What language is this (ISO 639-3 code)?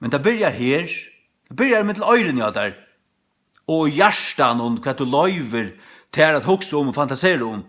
fao